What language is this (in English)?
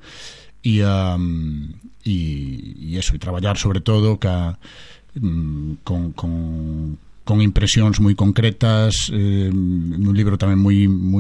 Galician